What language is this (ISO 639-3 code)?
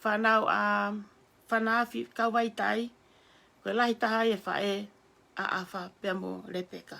ton